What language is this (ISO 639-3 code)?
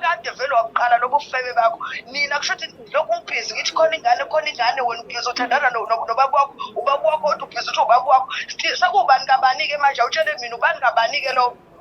zul